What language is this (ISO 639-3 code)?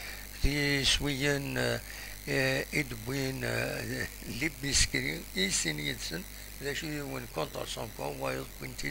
kab